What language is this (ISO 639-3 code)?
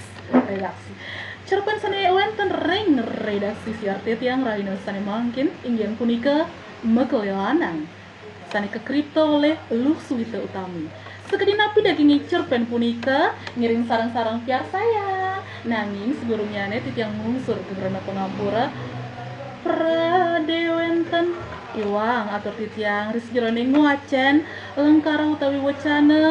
ban